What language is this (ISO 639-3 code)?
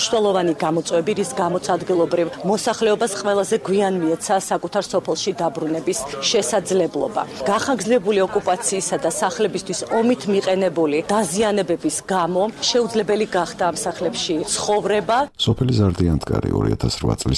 kat